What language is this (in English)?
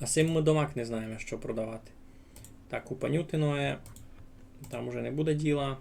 Rusyn